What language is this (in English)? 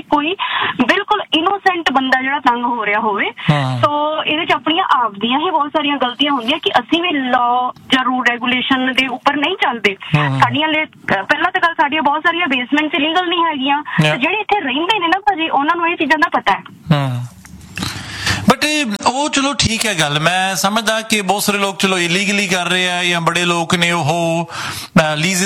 Punjabi